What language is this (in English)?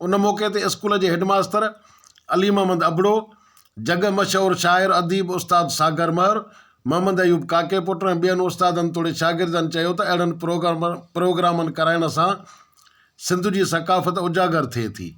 Sindhi